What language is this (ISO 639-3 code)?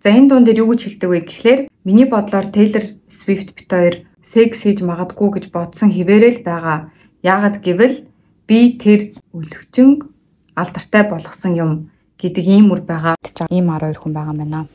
mon